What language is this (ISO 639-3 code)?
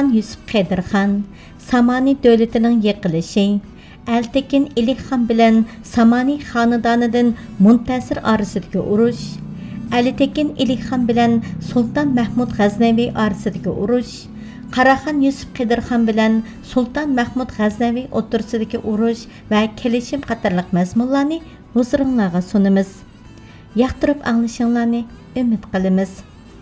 uig